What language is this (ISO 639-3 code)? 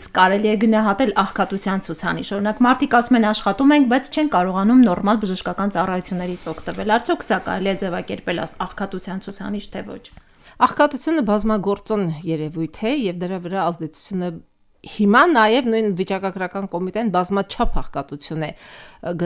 hye